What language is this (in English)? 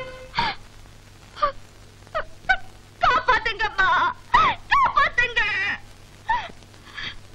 Tamil